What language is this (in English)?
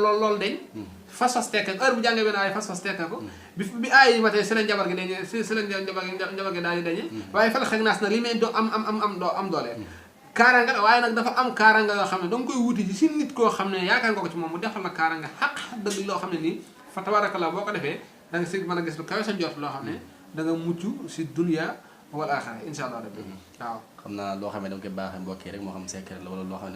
Wolof